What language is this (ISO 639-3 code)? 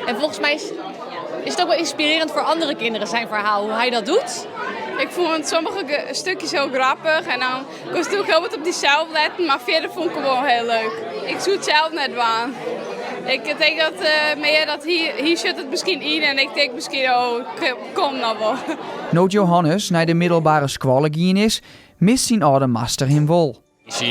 fry